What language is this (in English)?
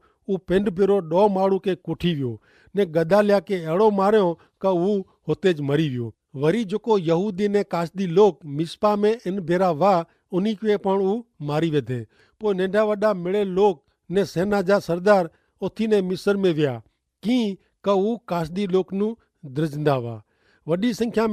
Kachhi